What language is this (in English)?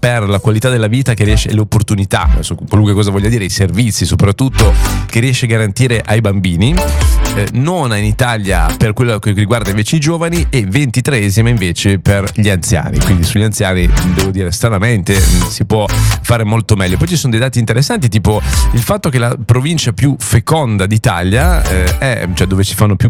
Italian